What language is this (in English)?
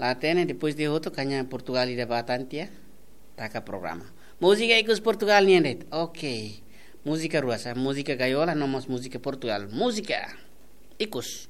Tetum